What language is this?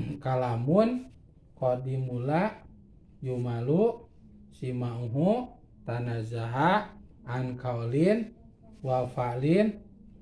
Sundanese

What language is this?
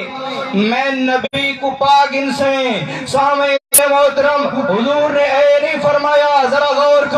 Saraiki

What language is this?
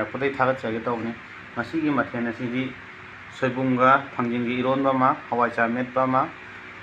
Manipuri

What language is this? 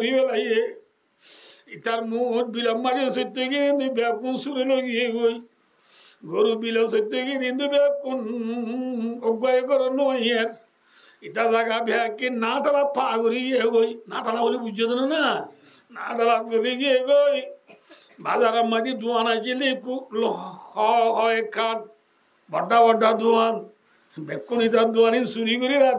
Rohingya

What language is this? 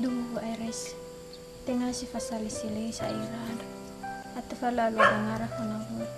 Nias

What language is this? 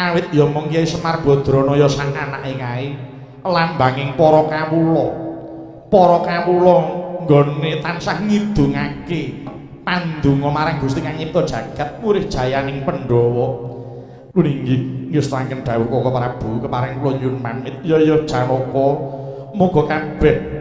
Javanese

